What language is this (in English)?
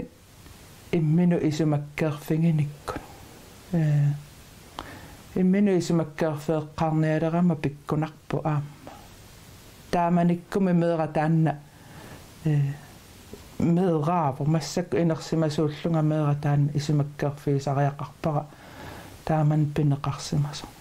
Kalaallisut